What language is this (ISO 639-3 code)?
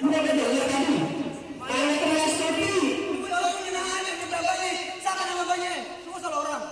bew